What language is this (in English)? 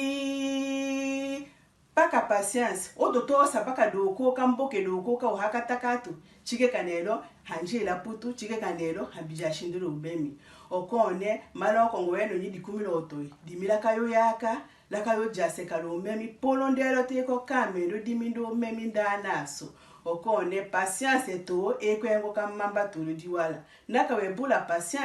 Tetela